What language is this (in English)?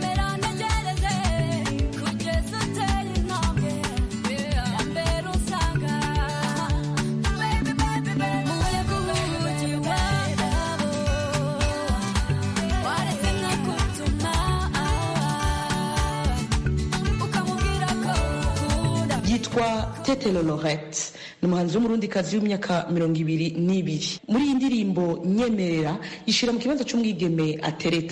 Kinyarwanda